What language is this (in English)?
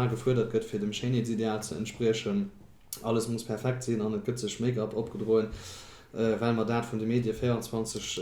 Luxembourgish